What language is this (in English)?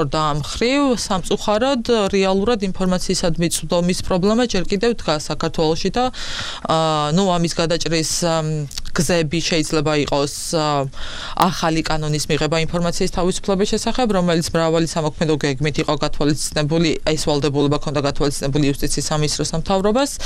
Georgian